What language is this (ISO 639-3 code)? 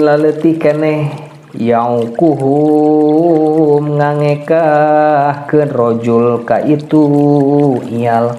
sun